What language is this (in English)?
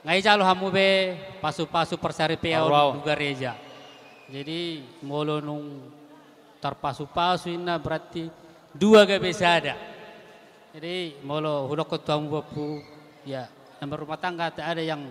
Batak Toba